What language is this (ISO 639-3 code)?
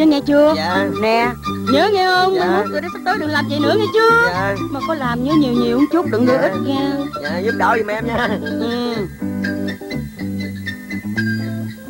vie